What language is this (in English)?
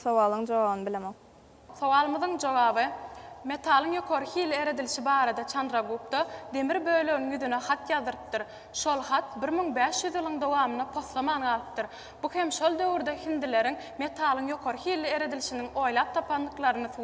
Turkmen